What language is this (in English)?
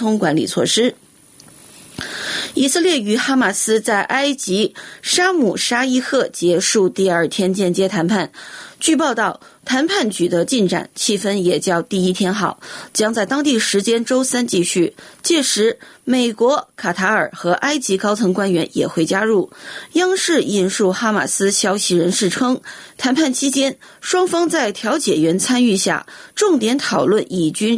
Chinese